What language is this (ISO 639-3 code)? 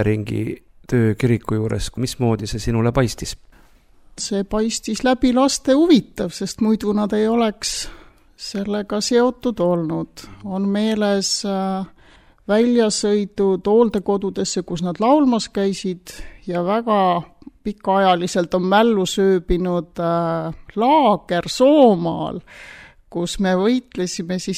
est